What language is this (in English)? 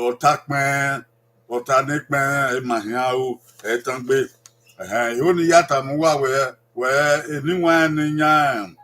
Bini